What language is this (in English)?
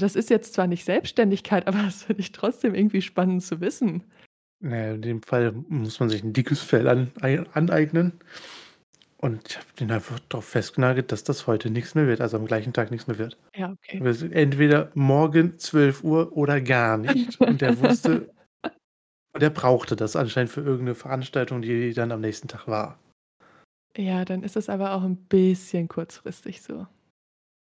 German